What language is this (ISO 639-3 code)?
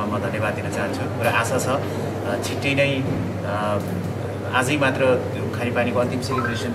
nep